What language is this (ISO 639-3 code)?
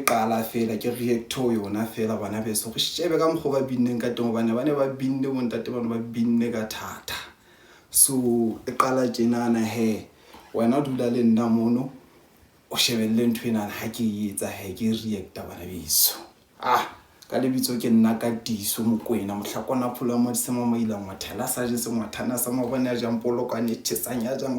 sot